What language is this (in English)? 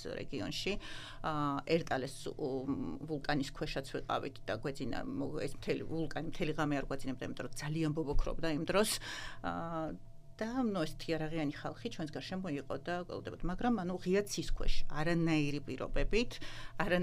Georgian